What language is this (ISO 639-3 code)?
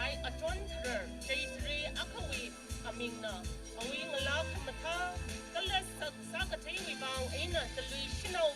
nmf